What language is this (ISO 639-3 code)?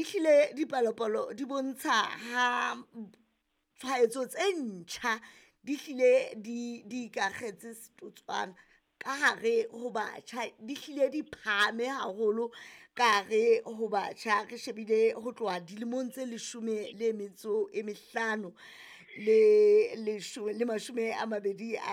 sot